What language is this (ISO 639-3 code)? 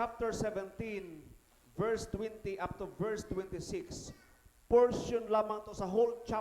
ceb